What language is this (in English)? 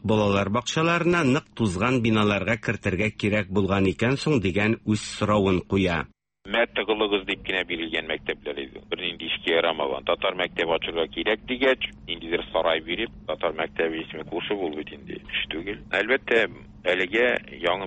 Tatar